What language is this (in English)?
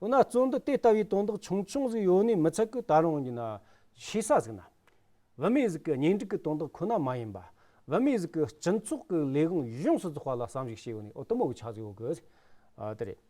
Amdo Tibetan